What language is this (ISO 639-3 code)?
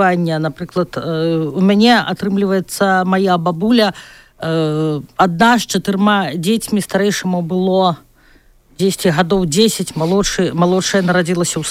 bel